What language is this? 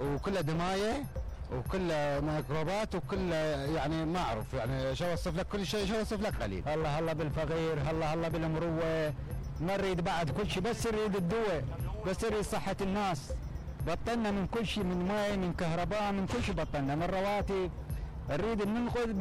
Mesopotamian Arabic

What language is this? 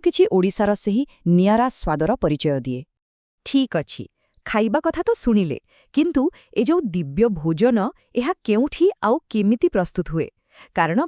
Odia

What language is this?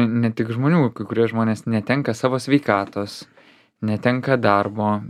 Lithuanian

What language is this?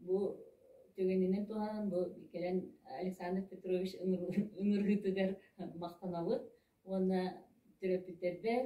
Yakut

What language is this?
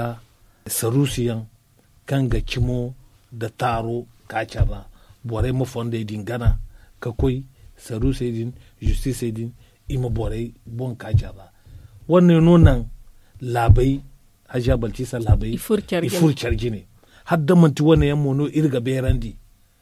Zarma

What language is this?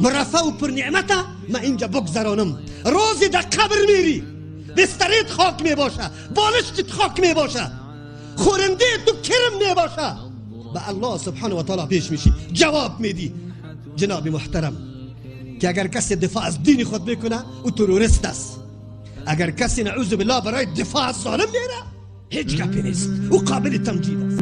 Persian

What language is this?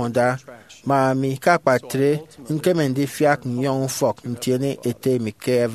Efik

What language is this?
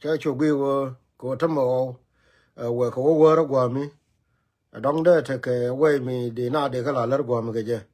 Nuer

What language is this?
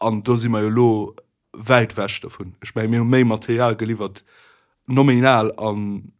Luxembourgish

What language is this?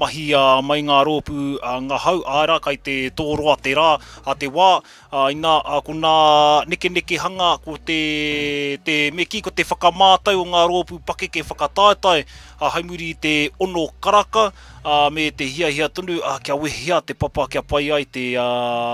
Māori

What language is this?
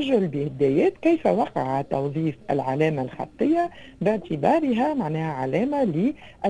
Tunisian Arabic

